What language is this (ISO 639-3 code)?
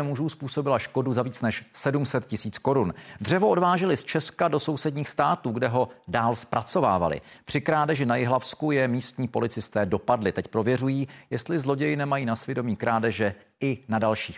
ces